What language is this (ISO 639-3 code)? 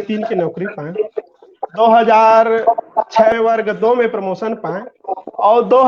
hne